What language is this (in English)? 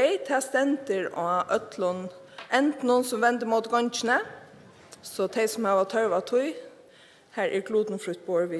Faroese